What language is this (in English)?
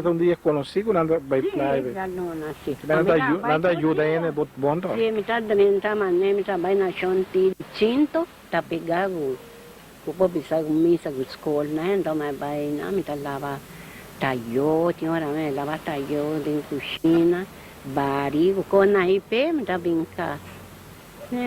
Papiamento